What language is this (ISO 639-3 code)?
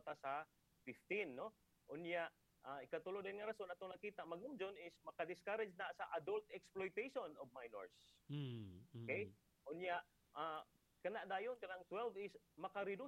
ceb